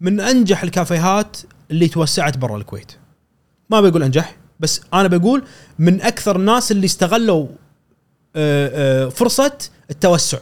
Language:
Gulf Arabic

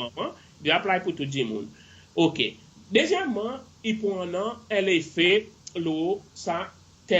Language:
Seselwa Creole French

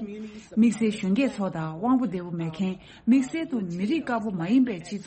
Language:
Tibetan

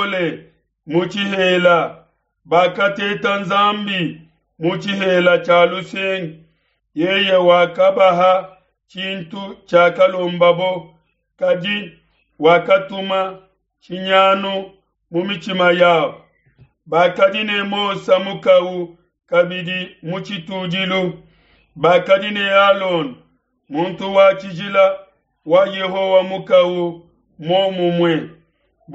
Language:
Luba-Lulua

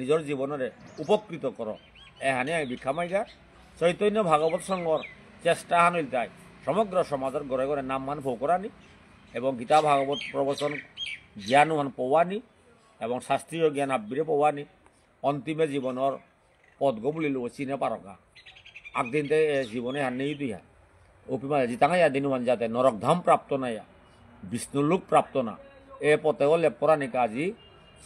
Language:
Bishnupriya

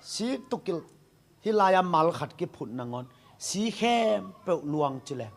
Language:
Tedim Chin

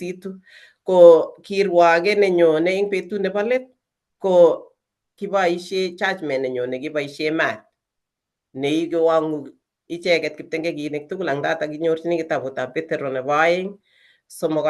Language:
Kalenjin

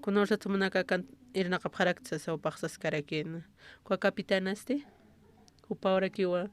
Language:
Aymara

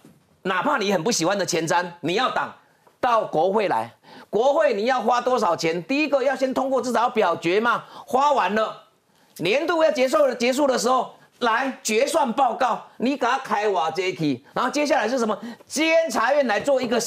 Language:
Chinese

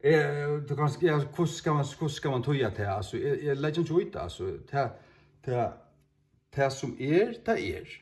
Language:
Faroese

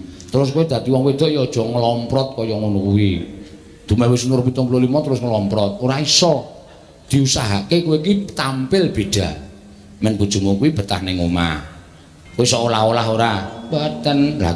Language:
Javanese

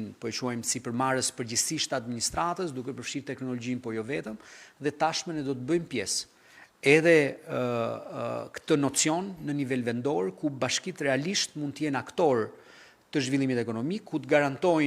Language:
Albanian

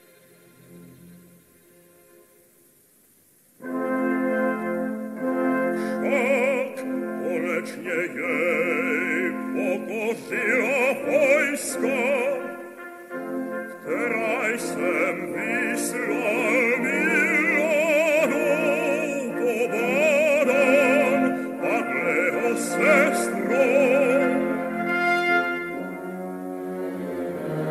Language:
French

